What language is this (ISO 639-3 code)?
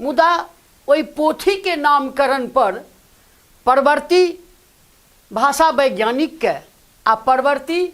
mai